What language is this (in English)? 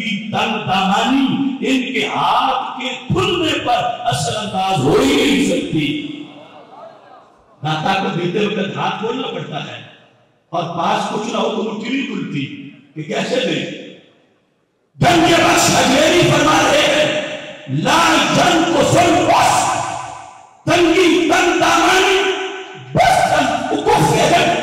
Urdu